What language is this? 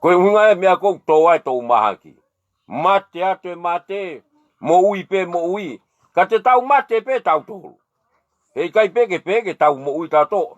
Tongan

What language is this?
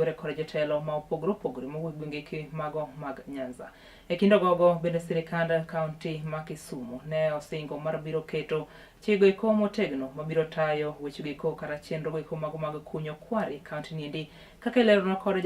Luo (Kenya and Tanzania)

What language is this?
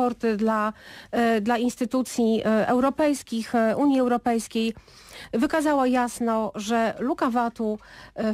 Polish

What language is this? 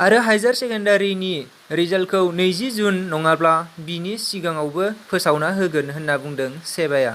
Bodo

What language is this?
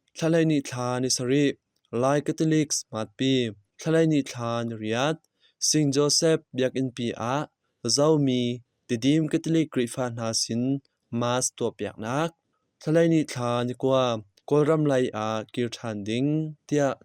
Hakha Chin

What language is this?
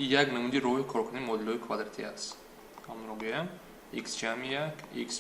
Tajik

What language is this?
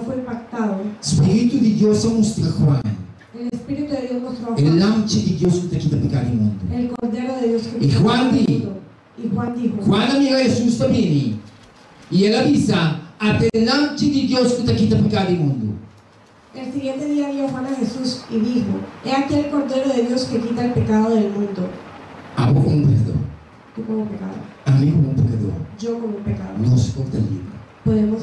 Papiamento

